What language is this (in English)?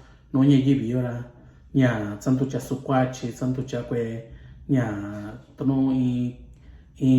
Mixtepec Mixtec